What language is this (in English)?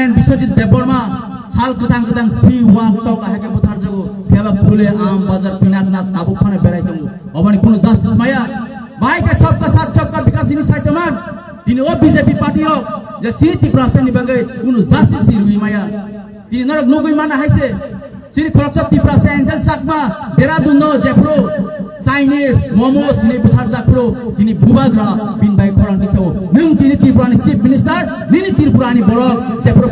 Kok Borok